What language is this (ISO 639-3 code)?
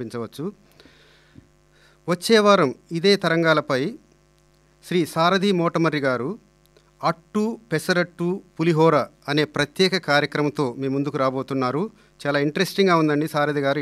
tel